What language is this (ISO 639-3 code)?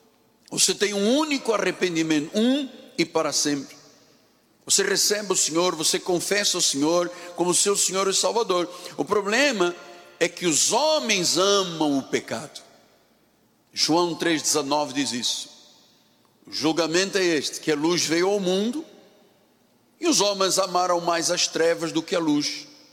por